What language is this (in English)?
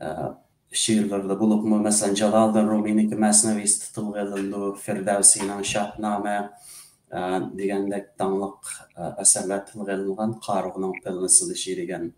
Uyghur